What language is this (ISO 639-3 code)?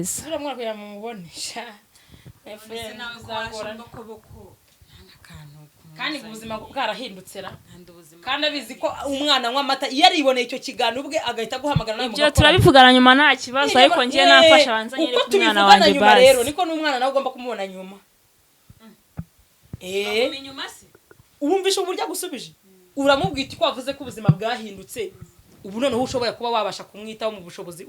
kin